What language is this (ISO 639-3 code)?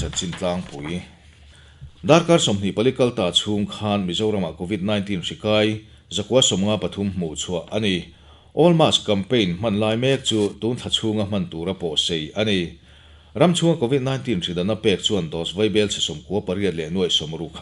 lus